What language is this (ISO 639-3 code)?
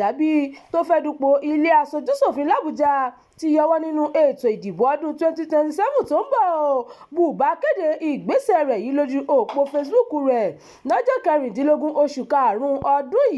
yor